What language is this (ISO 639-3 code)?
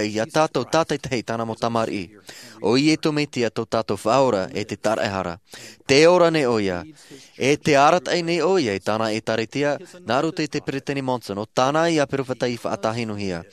tah